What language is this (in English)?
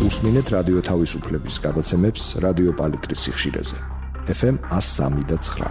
Georgian